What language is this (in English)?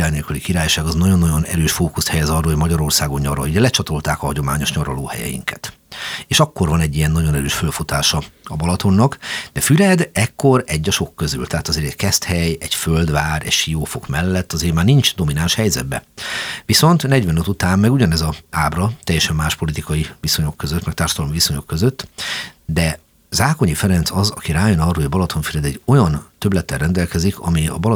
Hungarian